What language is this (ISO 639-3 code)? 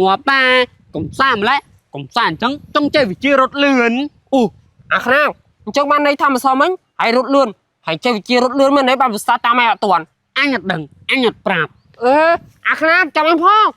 khm